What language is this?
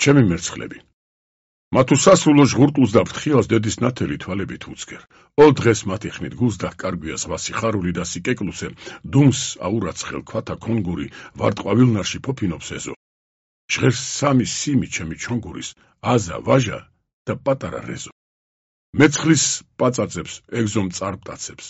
Georgian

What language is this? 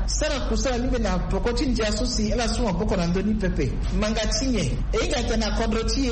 Sango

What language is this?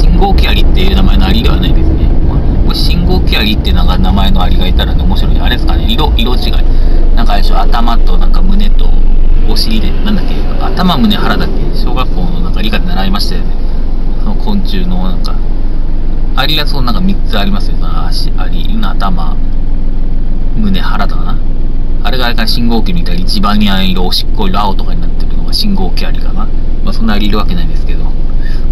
Japanese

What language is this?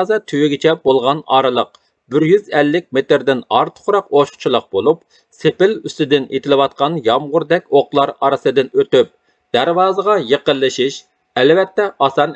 Uyghur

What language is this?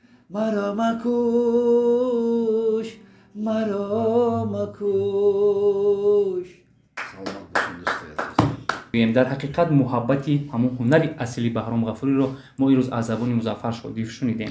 Tajik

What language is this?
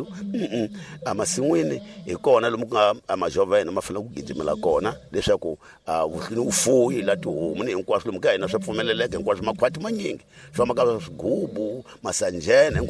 Tsonga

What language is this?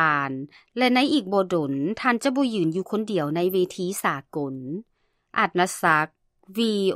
Lao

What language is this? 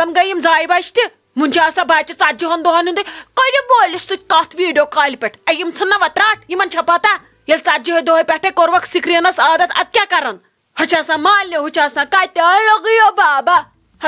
Kashmiri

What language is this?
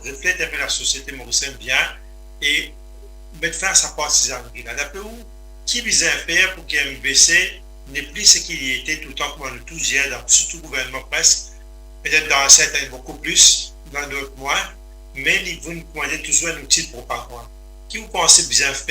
Morisyen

